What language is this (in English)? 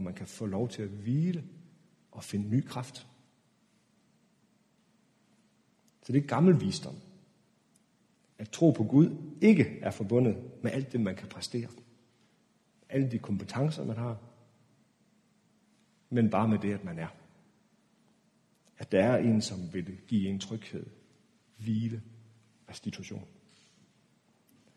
Danish